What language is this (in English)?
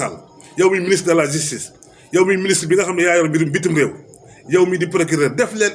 Wolof